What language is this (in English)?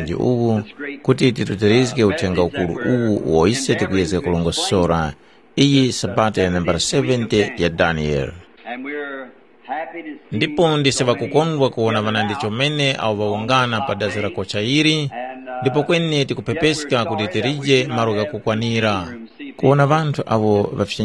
Tumbuka